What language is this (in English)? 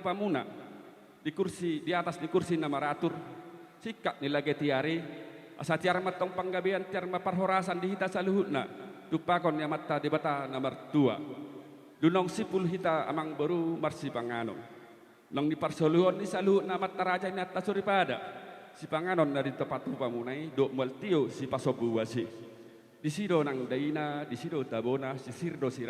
Batak Toba